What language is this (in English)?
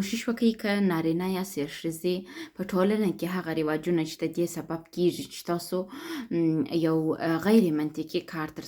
Pashto